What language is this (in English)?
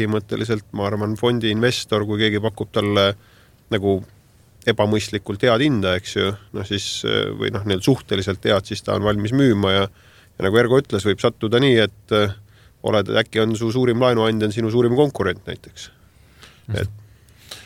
Estonian